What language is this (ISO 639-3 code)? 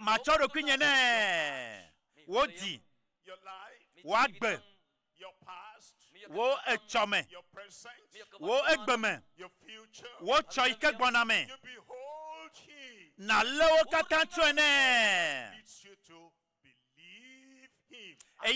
ewe